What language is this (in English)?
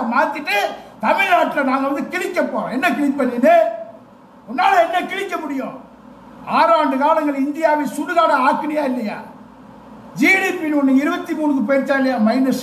Tamil